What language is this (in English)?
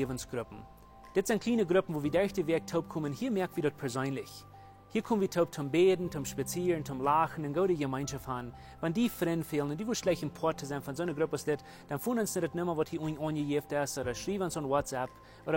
Plautdietsch